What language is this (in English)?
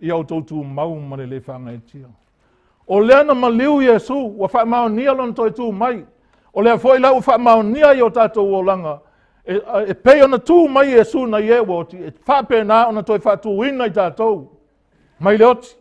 Samoan